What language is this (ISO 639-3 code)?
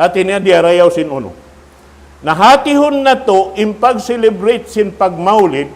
tsg